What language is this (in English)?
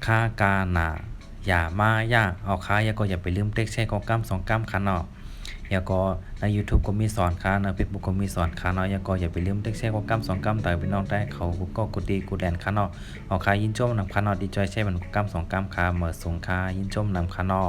Shan